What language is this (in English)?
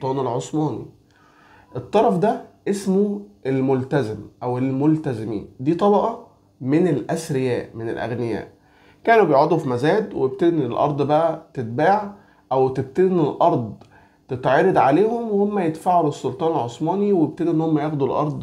Egyptian Arabic